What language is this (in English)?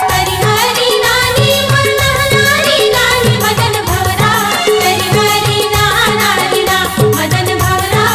Chhattisgarhi